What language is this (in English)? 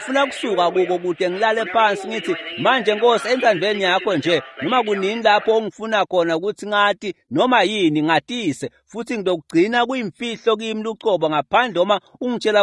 Swati